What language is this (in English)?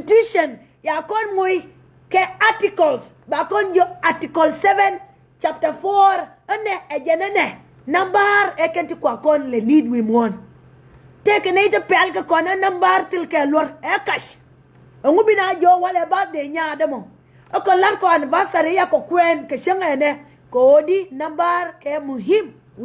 Nuer